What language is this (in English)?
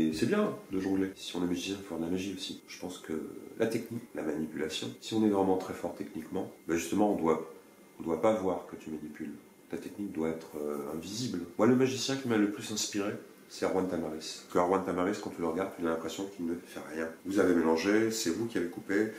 French